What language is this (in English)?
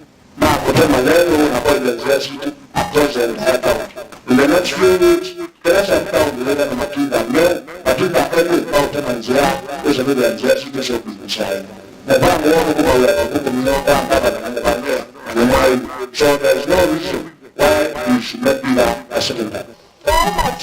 Kamba